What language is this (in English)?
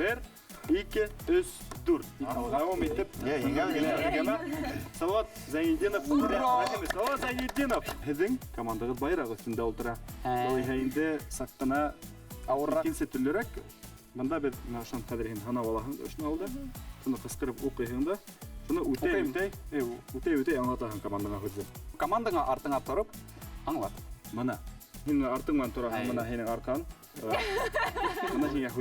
Bashkir